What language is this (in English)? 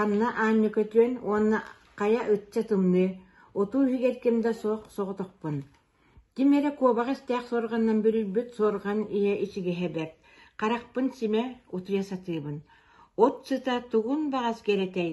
Yakut